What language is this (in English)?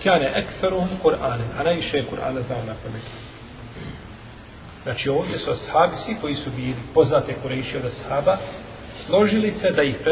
Bosnian